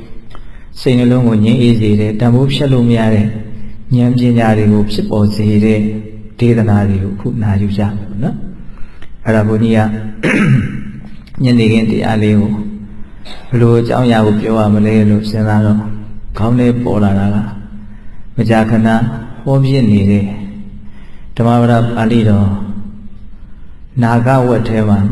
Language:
Burmese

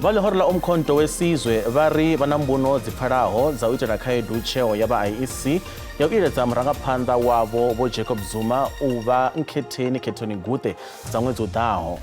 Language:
Venda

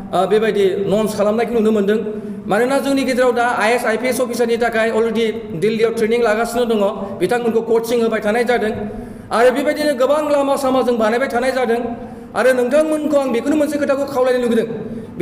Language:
Bodo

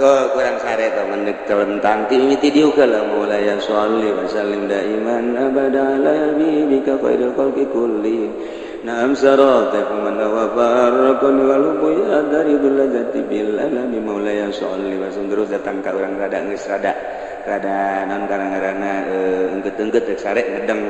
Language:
Sundanese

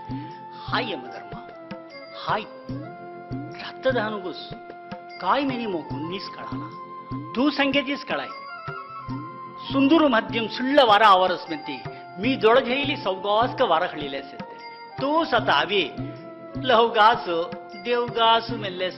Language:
Saurashtra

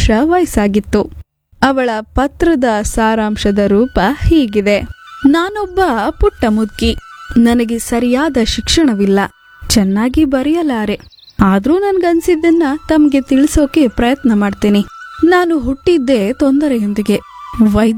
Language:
Kannada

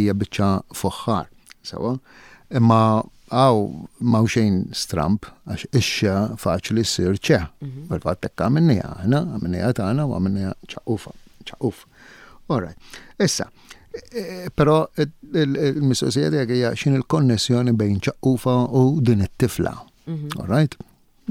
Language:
Maltese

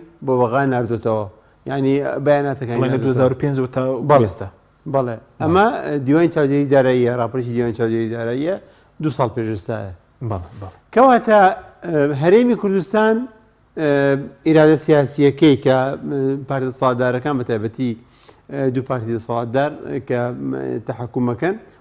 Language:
Central Kurdish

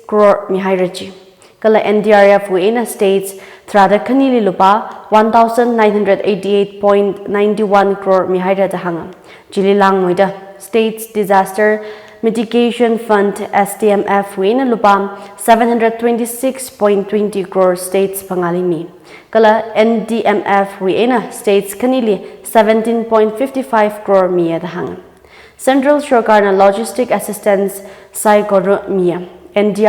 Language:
Tangkhul Naga (India)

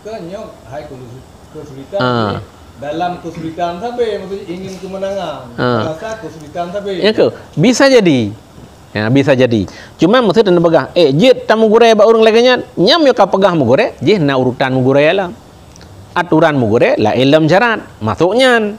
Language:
Achinese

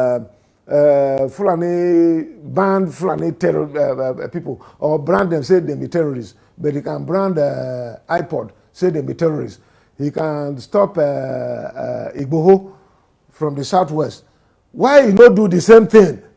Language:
Nigerian Pidgin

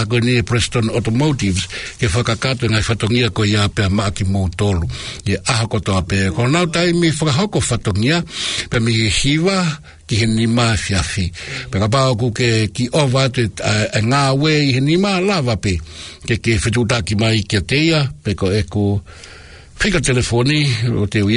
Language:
Tongan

